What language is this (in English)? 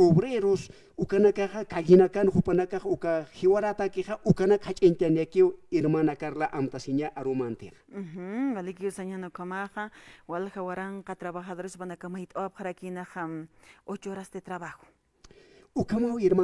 Aymara